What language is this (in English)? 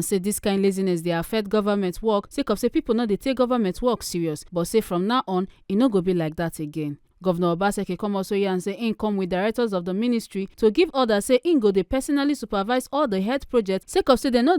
Nigerian Pidgin